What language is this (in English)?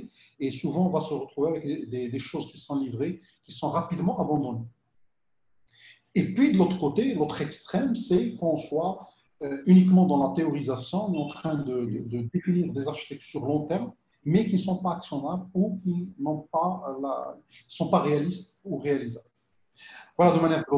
French